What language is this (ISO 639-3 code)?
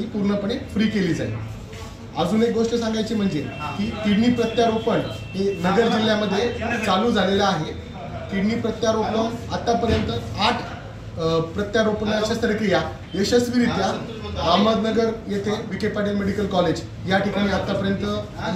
mar